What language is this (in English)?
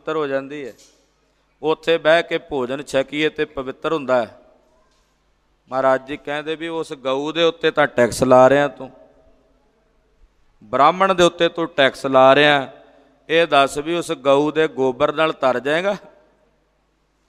Punjabi